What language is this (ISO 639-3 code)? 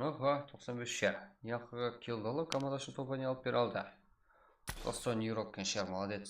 kaa